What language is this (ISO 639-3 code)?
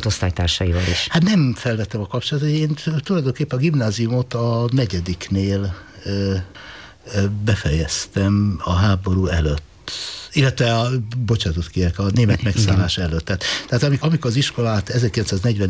hun